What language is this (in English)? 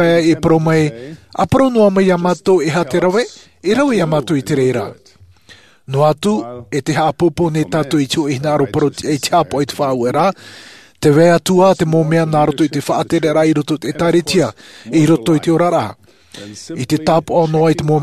Tahitian